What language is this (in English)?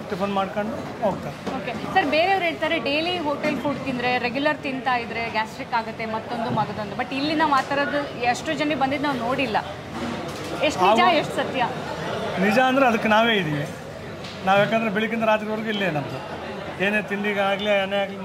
Kannada